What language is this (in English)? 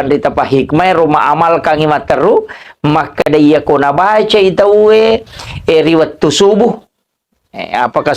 Buginese